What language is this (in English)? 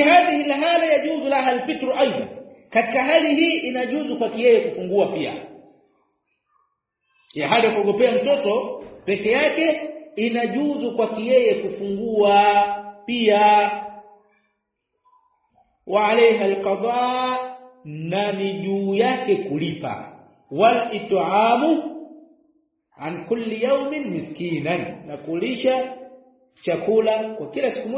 Swahili